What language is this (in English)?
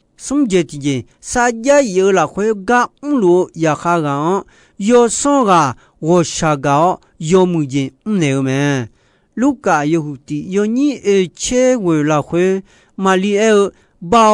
Akha